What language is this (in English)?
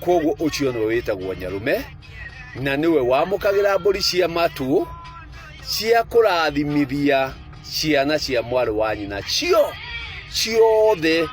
Kikuyu